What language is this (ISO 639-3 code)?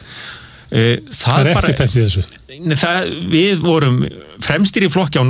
isl